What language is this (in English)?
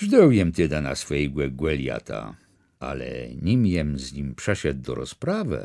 Kashubian